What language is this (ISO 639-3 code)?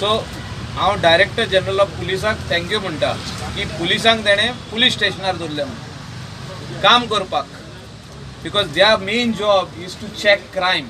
kok